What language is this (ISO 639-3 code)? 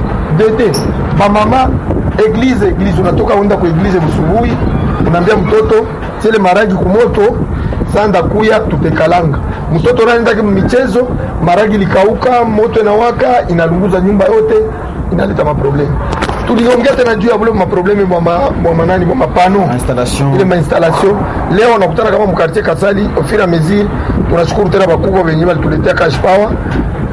swa